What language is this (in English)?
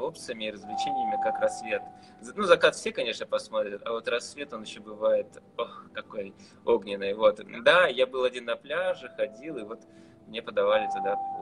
Russian